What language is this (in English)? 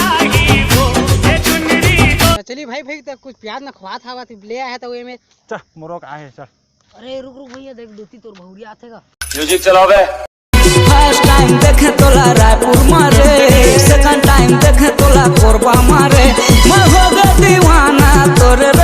Chhattisgarhi